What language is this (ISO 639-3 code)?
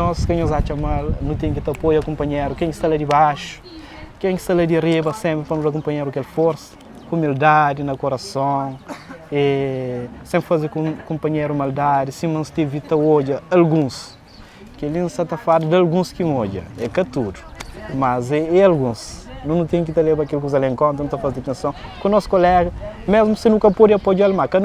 kea